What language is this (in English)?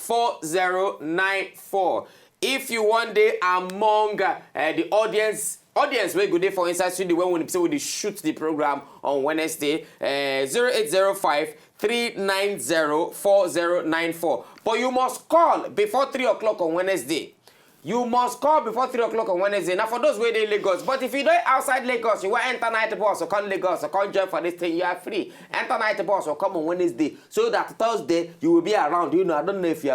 Nigerian Pidgin